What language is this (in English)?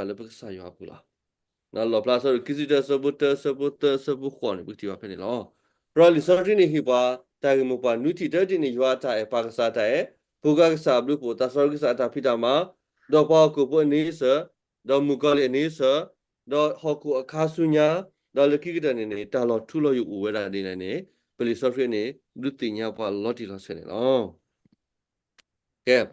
S'gaw Karen